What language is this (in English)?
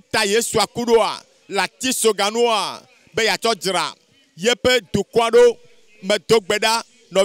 Ewe